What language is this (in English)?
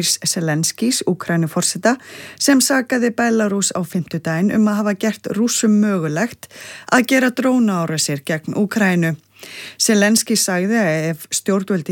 Icelandic